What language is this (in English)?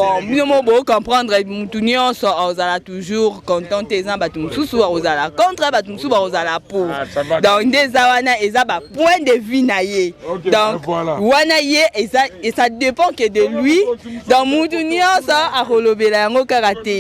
Lingala